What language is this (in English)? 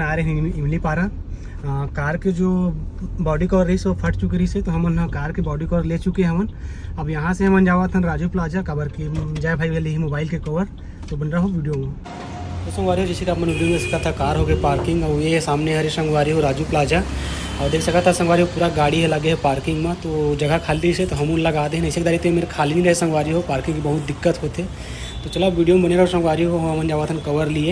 Chhattisgarhi